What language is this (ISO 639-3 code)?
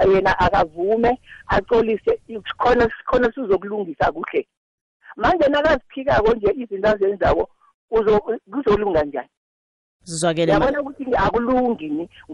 nbl